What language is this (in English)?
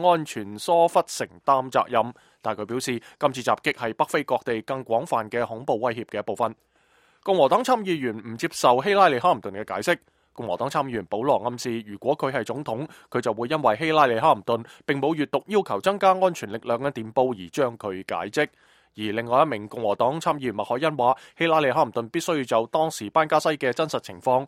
Cantonese